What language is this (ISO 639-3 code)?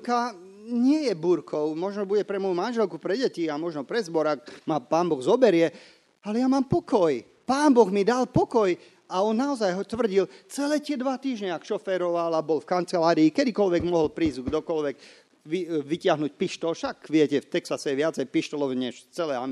slk